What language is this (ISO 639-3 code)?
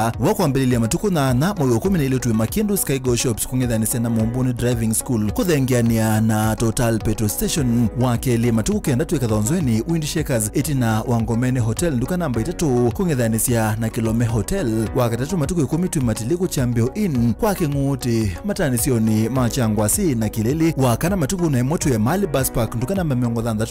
kam